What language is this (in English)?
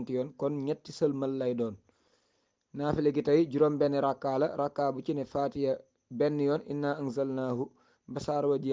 Wolof